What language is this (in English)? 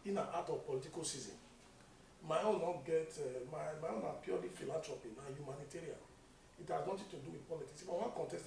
Nigerian Pidgin